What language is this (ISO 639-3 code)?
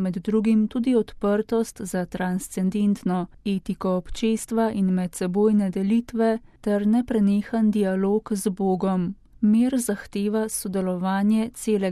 slv